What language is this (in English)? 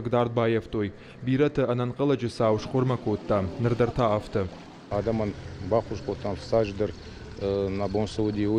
Ossetic